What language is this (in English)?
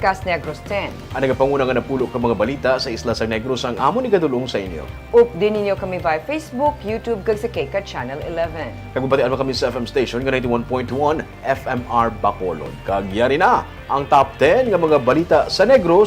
Hiligaynon